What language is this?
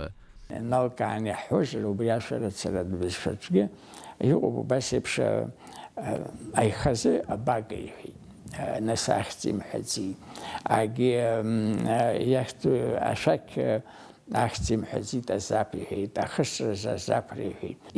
Abkhazian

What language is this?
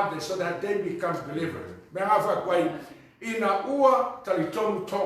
Samoan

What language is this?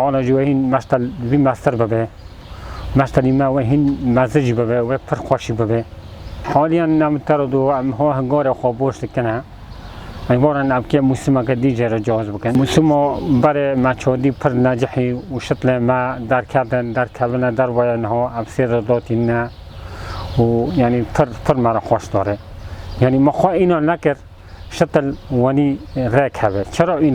Kurdish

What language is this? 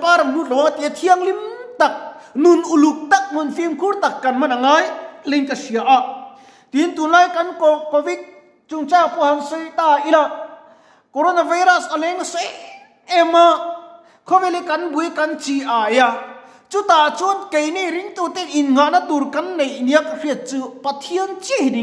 Mizo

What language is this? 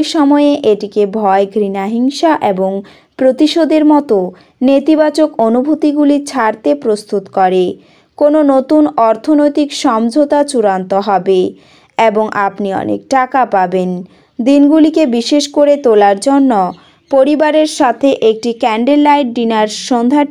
Bangla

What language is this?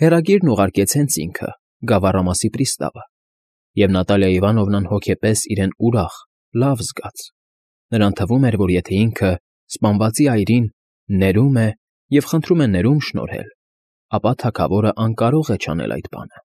Armenian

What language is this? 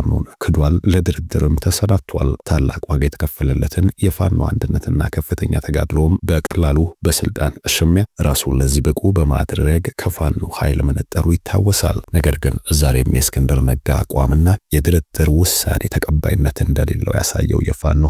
Amharic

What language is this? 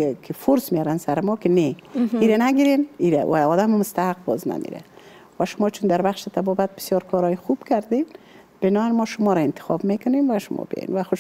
Persian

